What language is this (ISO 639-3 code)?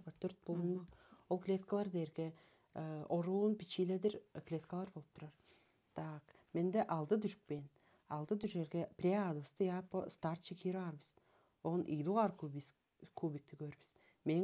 tyv